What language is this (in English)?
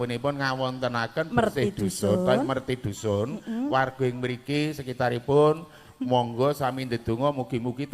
Javanese